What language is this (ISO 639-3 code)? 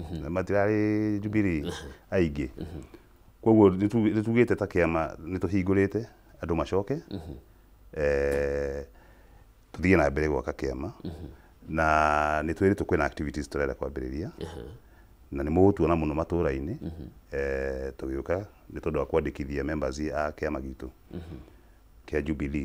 kik